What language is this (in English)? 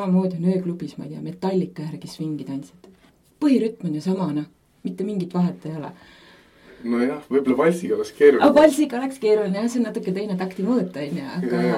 Estonian